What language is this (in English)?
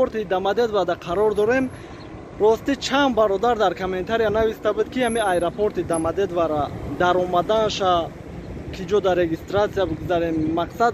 Tajik